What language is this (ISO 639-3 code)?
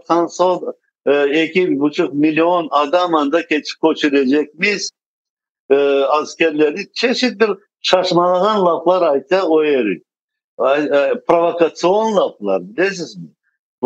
crh